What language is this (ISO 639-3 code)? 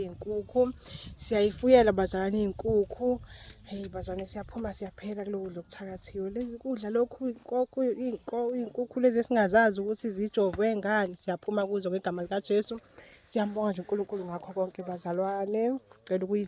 zul